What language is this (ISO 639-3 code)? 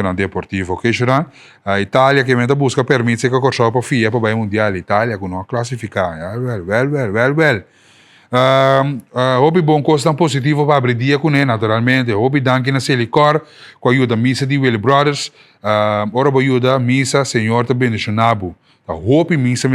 pap